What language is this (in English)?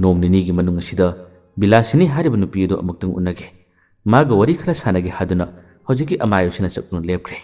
Manipuri